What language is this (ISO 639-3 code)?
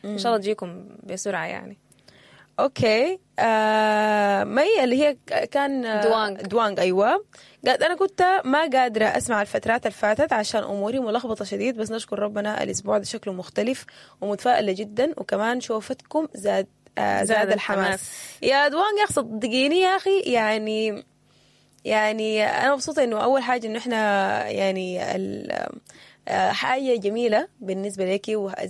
apd